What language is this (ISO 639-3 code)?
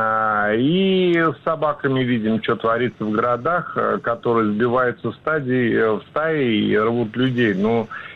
rus